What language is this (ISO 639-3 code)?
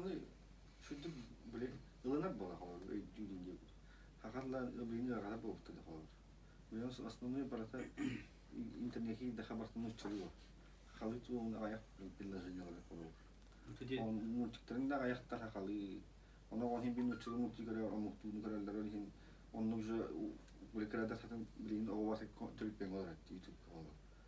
sah